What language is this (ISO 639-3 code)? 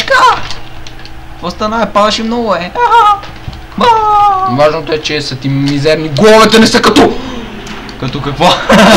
bul